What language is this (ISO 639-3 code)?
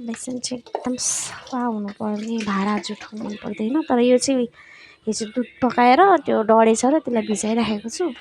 nep